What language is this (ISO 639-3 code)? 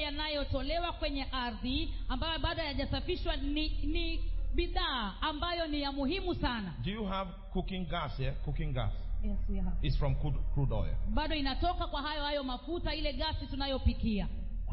swa